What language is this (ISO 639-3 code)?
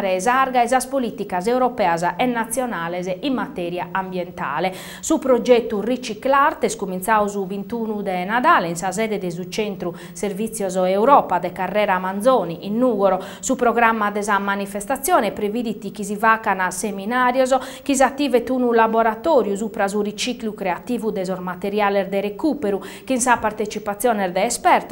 srd